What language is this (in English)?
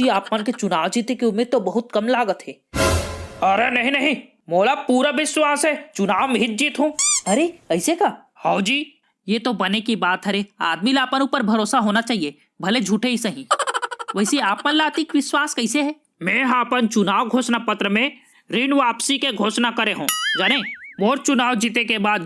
Chhattisgarhi